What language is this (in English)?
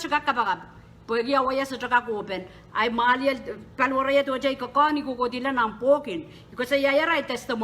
Pohnpeian